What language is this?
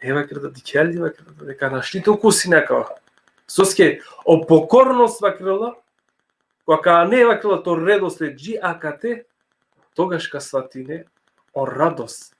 Balkan Romani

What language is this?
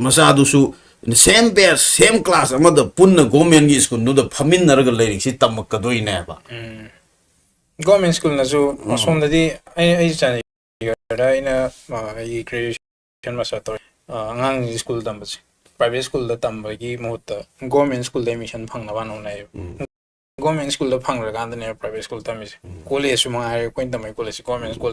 Manipuri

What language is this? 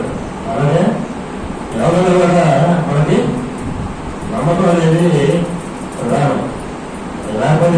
Telugu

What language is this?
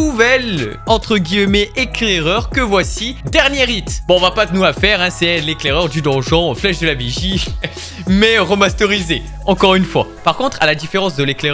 French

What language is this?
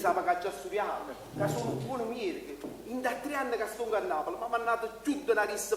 Neapolitan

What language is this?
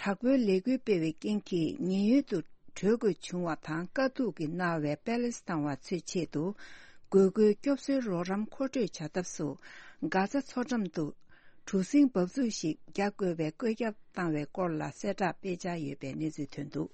Tibetan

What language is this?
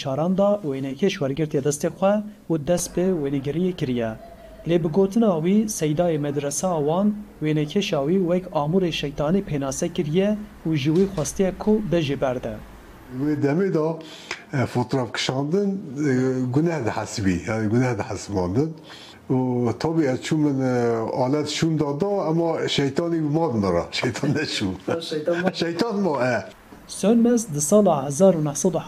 Kurdish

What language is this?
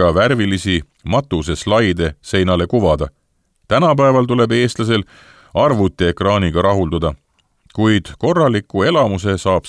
Estonian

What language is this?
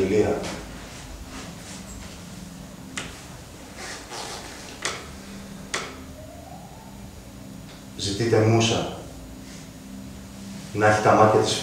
Greek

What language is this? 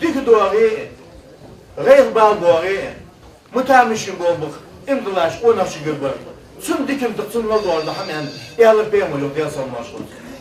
Ingush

